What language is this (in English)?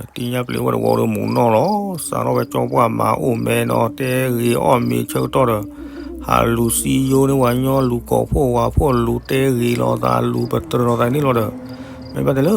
S'gaw Karen